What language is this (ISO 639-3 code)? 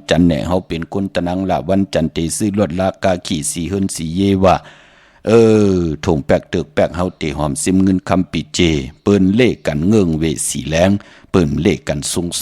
shn